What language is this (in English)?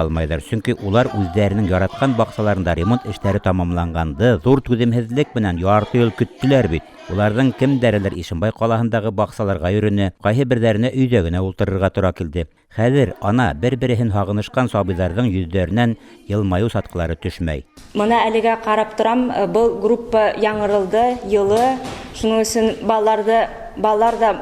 Bashkir